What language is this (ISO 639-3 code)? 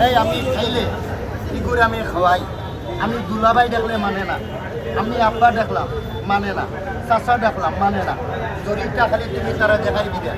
syl